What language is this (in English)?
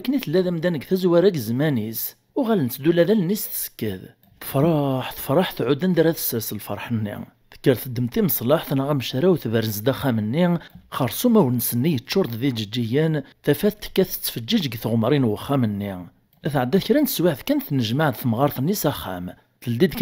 Kabyle